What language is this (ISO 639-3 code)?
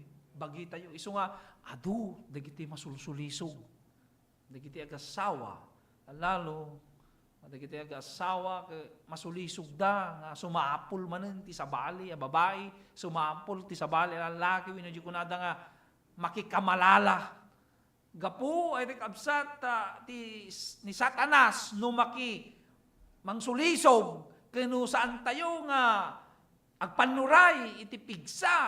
ilo